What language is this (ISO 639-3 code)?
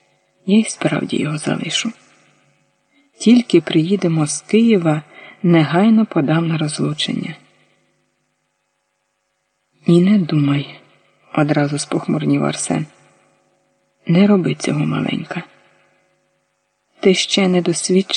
ukr